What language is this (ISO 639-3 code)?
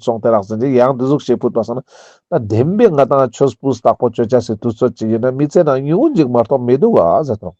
lbj